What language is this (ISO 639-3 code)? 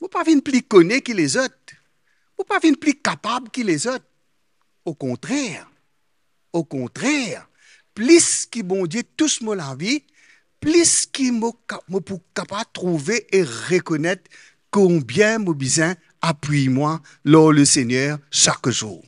mfe